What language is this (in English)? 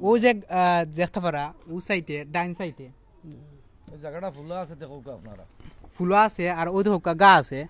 Sylheti